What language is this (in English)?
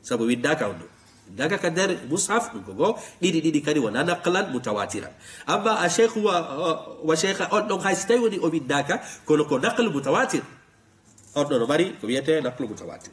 Fula